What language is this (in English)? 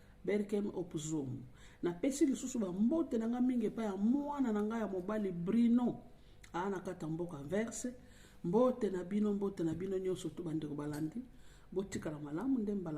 Lingala